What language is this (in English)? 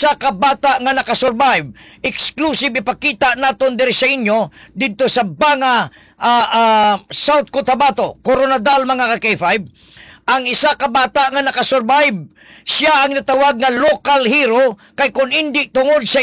Hiligaynon